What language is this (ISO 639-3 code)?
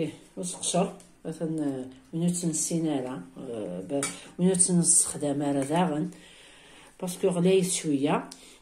kab